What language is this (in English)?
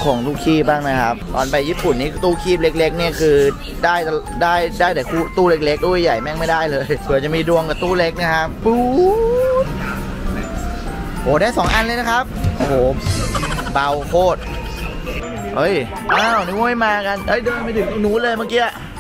Thai